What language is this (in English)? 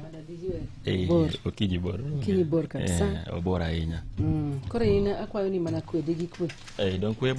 Luo (Kenya and Tanzania)